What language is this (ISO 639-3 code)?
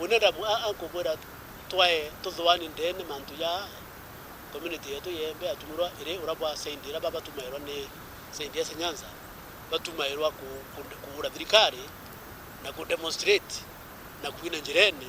mer